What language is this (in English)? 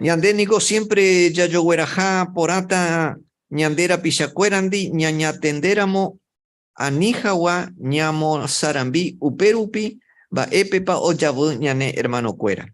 Guarani